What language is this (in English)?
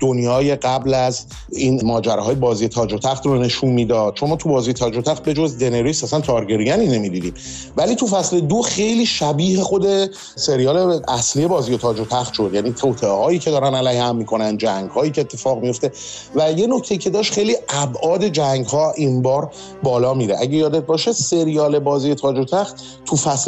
Persian